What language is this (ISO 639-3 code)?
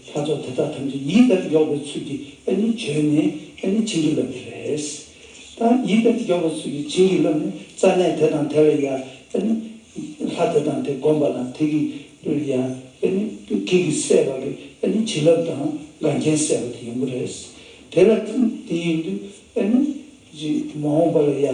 bod